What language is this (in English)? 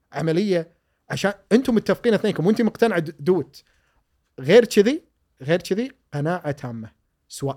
Gulf Arabic